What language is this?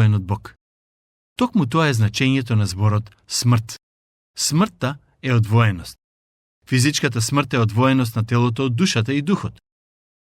Macedonian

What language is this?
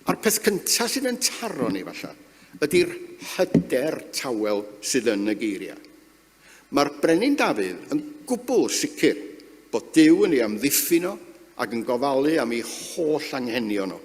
Welsh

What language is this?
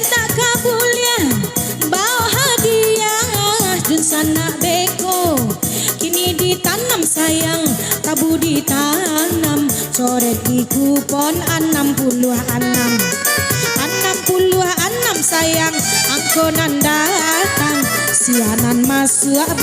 Minangkabau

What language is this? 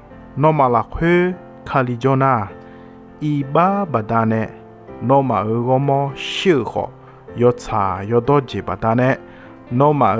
Akha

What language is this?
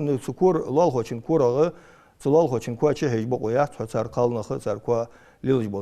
Ingush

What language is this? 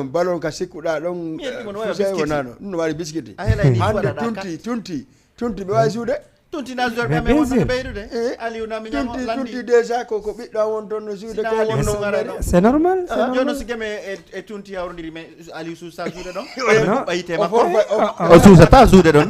Fula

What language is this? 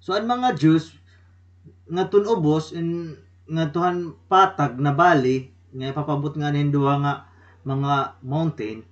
Waray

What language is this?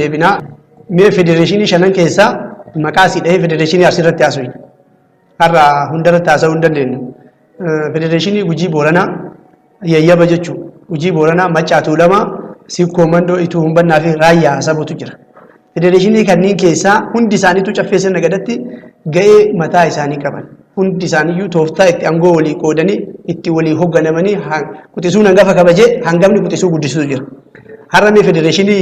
Oromo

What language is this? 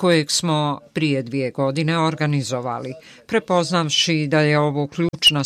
Bosnian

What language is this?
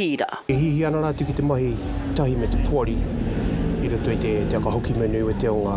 Māori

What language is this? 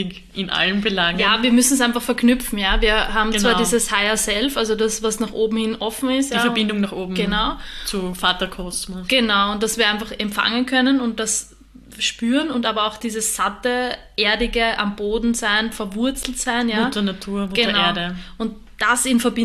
German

